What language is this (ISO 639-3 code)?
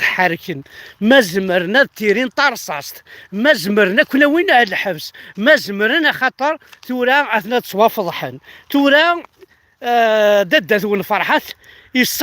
kab